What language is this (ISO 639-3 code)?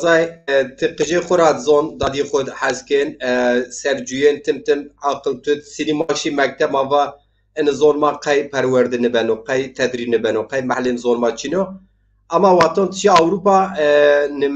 zza